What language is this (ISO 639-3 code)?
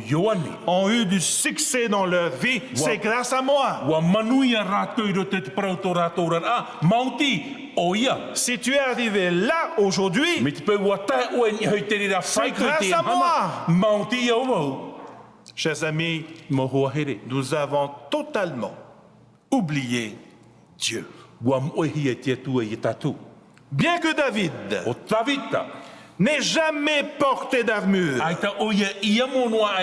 tah